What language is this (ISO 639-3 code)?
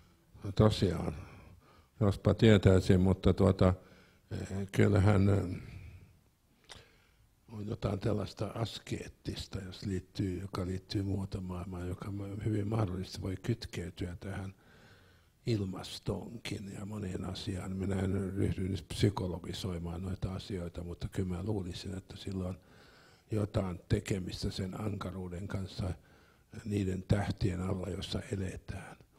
fin